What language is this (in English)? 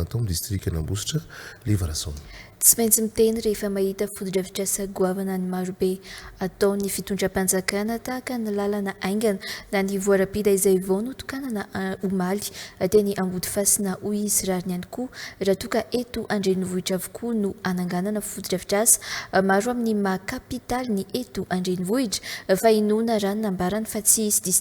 Malagasy